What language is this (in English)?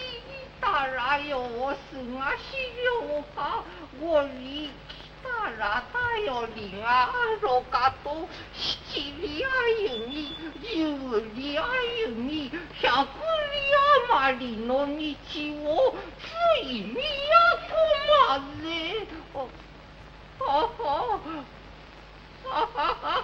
Japanese